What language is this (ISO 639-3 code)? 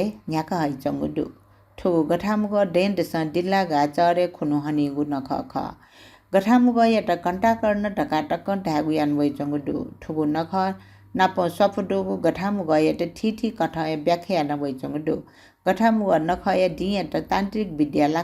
new